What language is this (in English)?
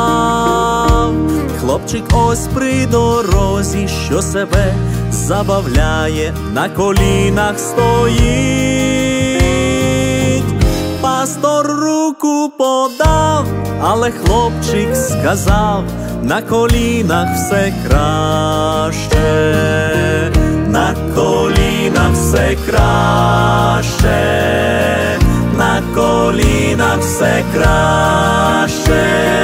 Ukrainian